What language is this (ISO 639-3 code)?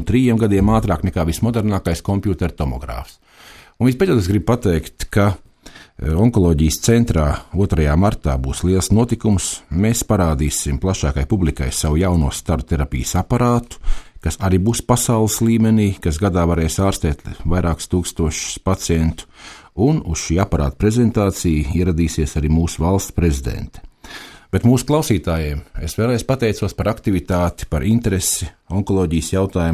lav